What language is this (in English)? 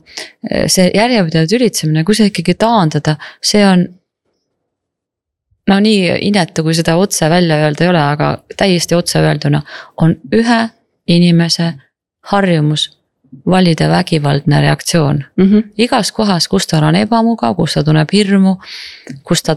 Estonian